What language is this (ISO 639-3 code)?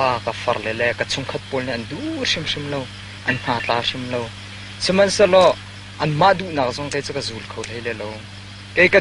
cnh